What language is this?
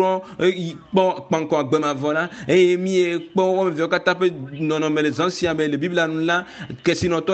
Ewe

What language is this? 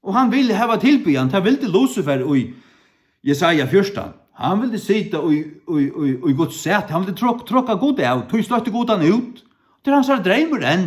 Faroese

